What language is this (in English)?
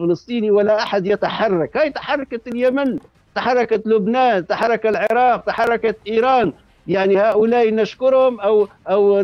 Tunisian Arabic